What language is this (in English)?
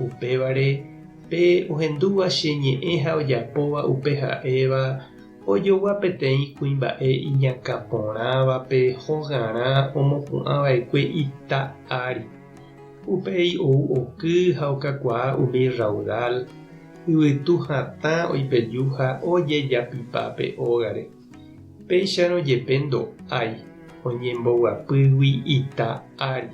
Guarani